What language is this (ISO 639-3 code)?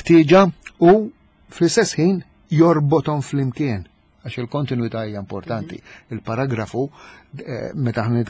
mlt